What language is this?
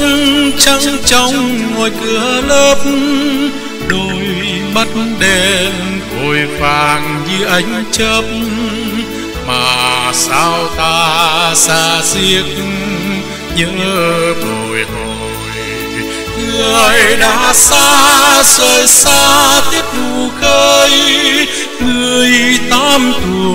Vietnamese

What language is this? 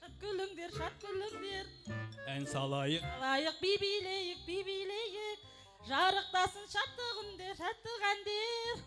Kara-Kalpak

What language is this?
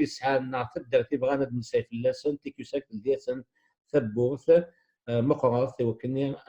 Kabyle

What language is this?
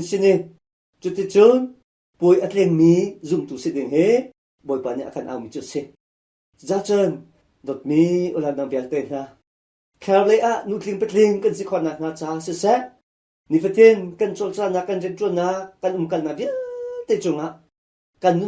Hakha Chin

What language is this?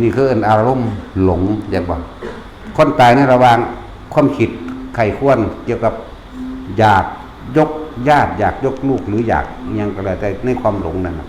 Northeastern Thai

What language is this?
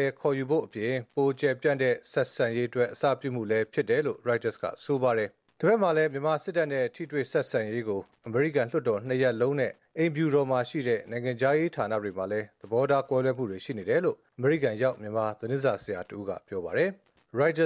Burmese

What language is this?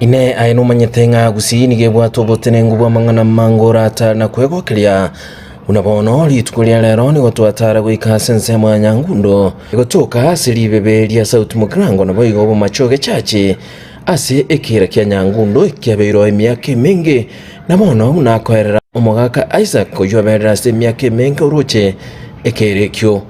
Gusii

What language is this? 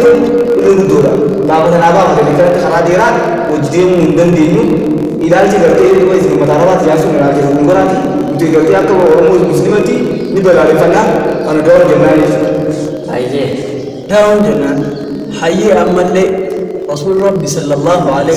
Oromo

